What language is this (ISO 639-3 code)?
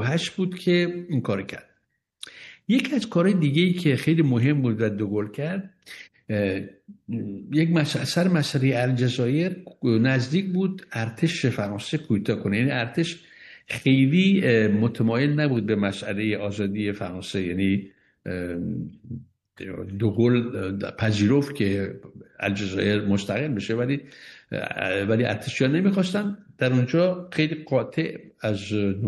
fas